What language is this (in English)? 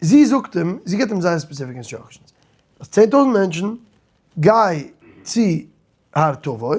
Yiddish